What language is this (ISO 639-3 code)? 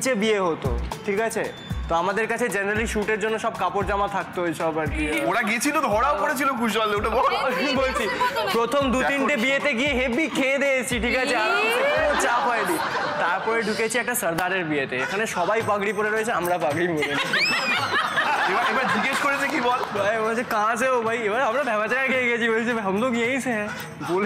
ben